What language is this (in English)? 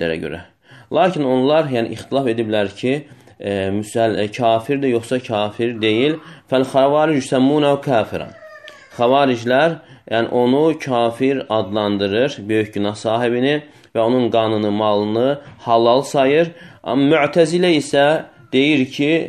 Azerbaijani